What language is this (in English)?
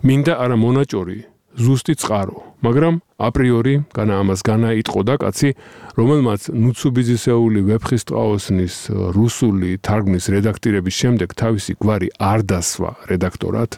Georgian